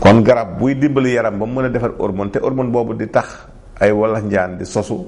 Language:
Wolof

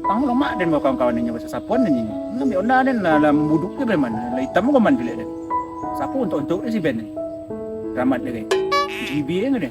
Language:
Minangkabau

